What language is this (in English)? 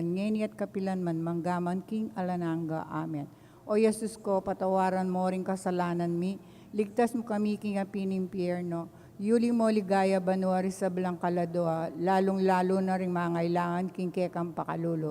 Pampanga